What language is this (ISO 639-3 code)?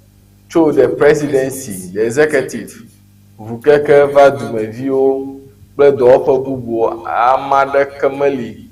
ewe